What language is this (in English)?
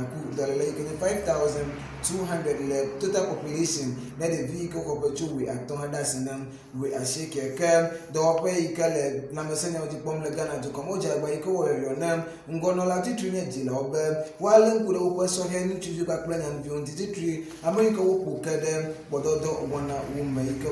Ewe